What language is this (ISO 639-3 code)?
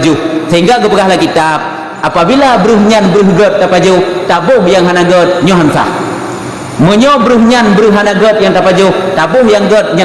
ace